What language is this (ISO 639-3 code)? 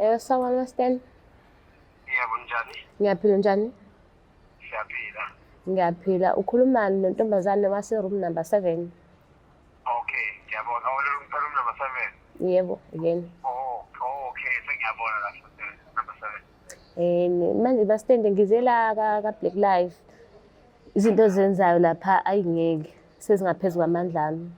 zul